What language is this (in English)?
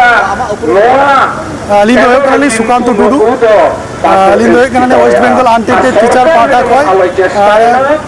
Santali